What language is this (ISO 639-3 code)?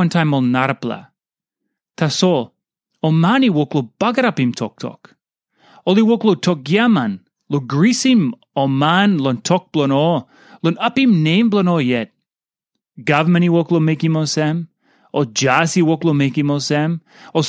tpi